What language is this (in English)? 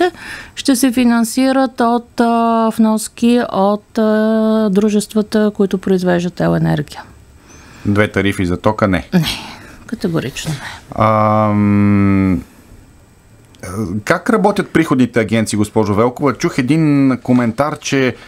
Bulgarian